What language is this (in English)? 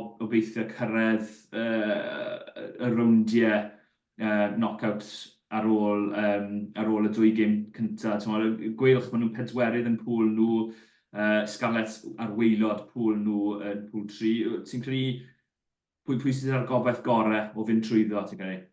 Welsh